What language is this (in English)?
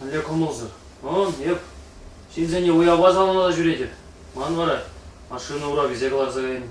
Chuvash